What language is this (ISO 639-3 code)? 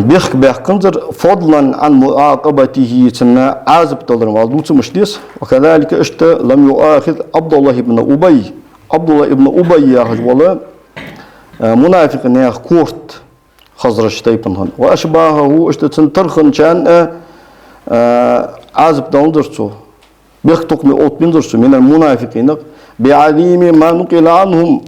inh